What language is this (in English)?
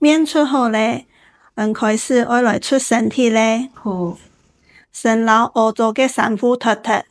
Hakka Chinese